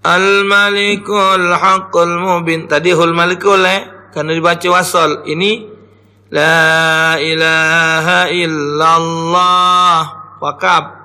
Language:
Musi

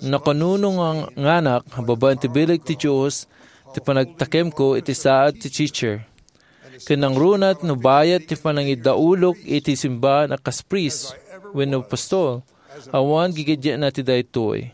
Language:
Iloko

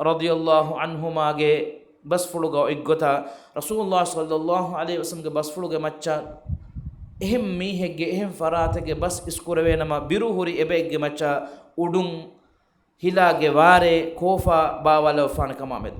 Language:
Divehi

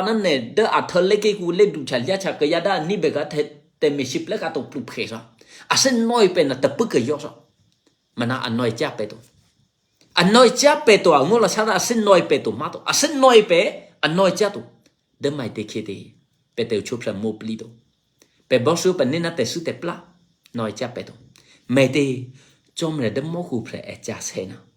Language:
Eastern Kayah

